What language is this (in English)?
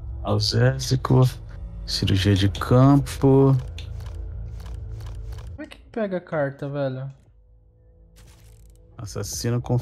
Portuguese